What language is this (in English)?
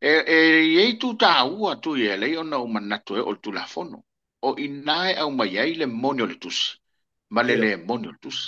Samoan